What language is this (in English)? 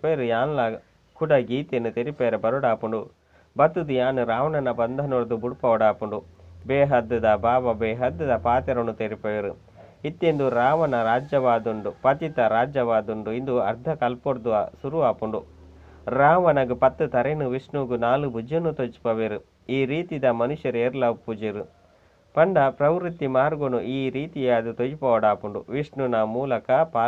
Tulu